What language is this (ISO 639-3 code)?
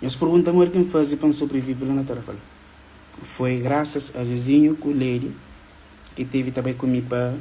kea